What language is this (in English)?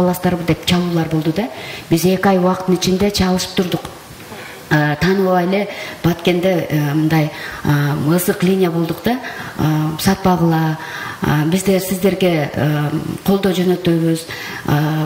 Kyrgyz